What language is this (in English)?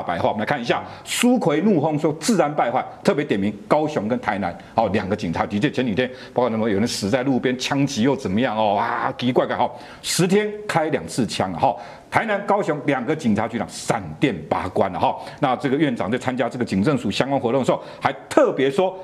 Chinese